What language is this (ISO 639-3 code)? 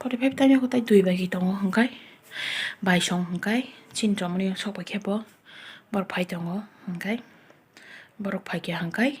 trp